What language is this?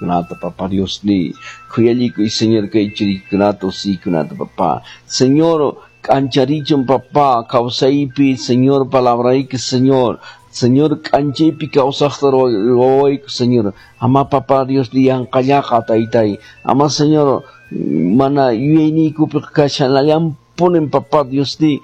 Quechua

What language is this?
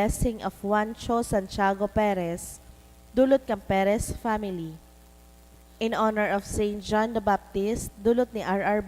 Bikol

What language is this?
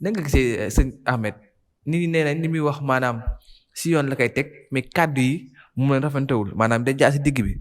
Wolof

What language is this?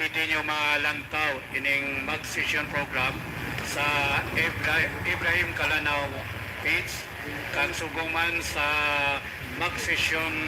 Hiligaynon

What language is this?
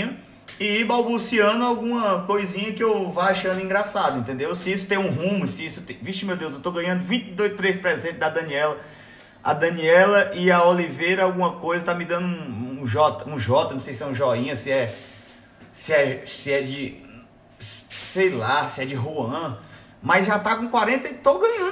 Portuguese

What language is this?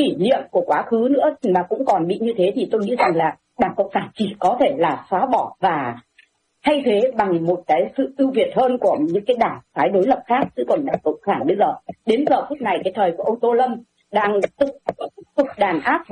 Vietnamese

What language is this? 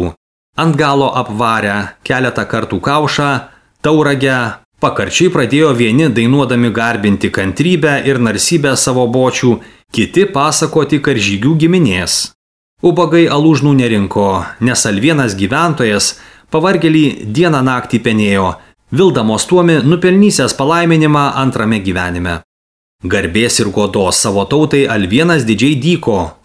Lithuanian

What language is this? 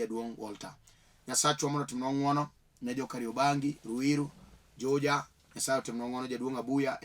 Luo (Kenya and Tanzania)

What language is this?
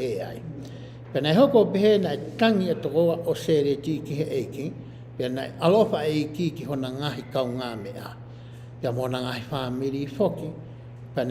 Tongan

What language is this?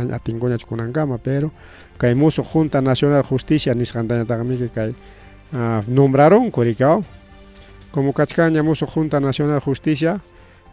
Ayacucho Quechua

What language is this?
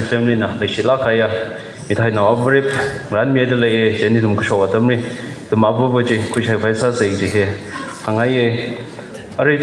Tangkhul Naga (India)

